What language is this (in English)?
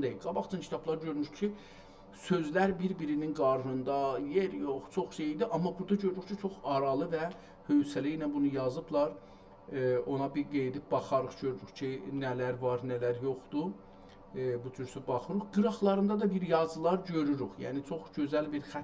South Azerbaijani